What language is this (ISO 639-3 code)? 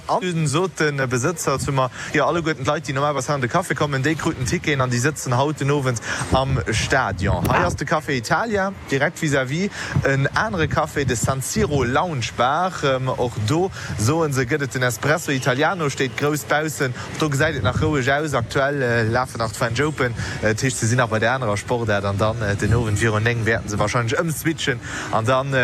ltz